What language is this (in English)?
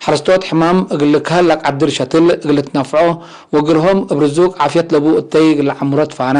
Tigre